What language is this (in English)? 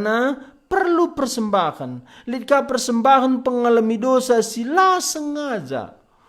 Batak Karo